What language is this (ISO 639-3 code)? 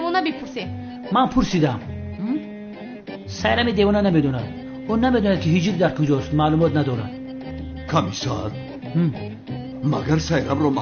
tgk